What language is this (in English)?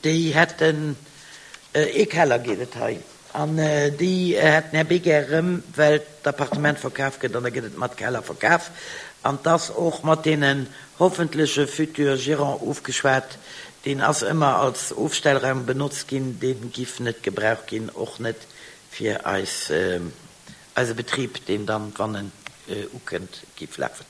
Luxembourgish